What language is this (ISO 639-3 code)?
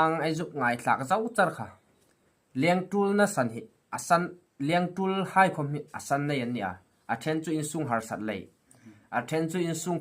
hmr